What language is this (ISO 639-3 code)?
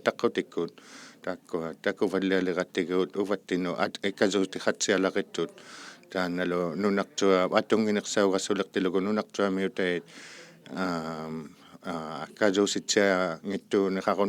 iku